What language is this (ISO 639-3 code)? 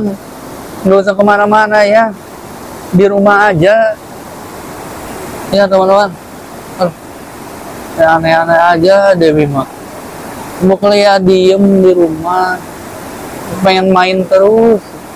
ind